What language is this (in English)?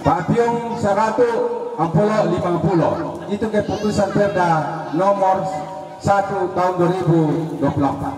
Toraja-Sa'dan